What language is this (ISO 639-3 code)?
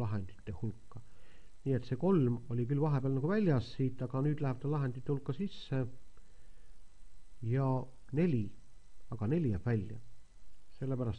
est